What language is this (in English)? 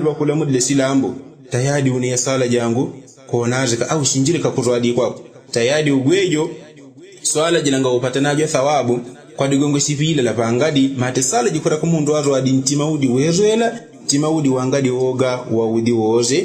Yao